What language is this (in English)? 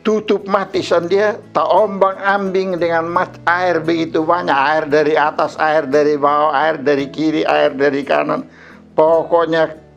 Kupang Malay